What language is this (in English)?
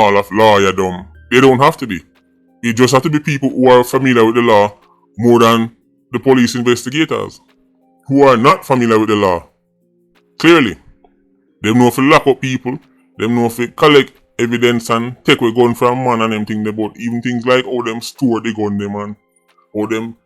Jamaican Creole English